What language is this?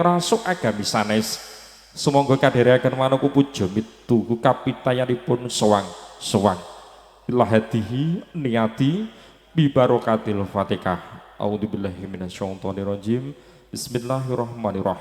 Javanese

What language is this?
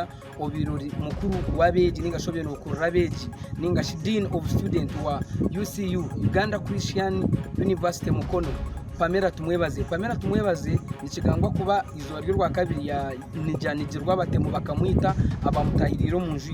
Nyankole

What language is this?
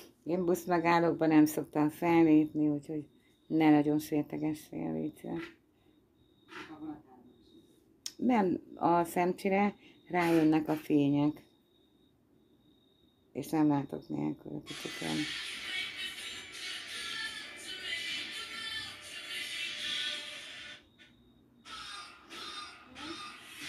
Hungarian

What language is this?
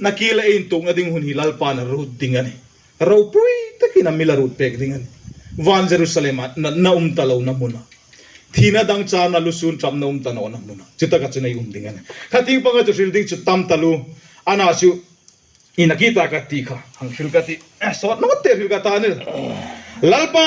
Hmar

